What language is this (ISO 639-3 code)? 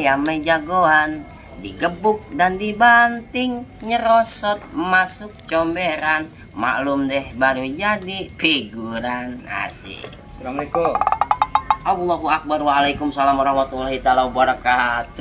bew